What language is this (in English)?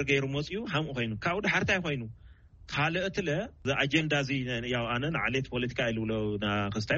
Tigrinya